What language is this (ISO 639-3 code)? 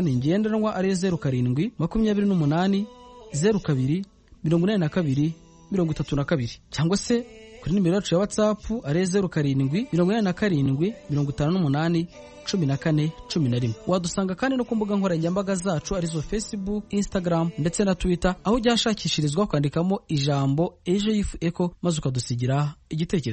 kin